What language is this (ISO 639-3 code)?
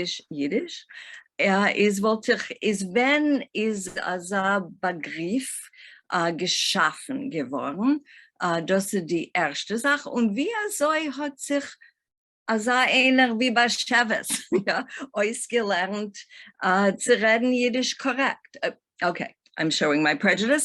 yid